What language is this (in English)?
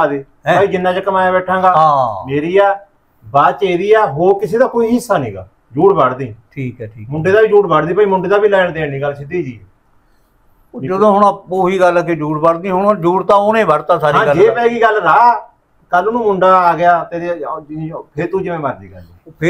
Punjabi